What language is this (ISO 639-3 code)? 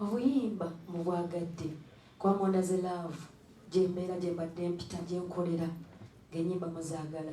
lug